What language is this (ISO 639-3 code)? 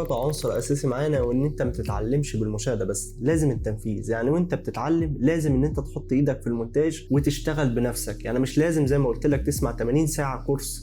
arz